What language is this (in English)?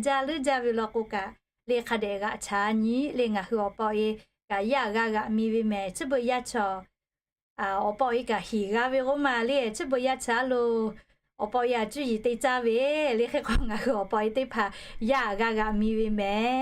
Lahu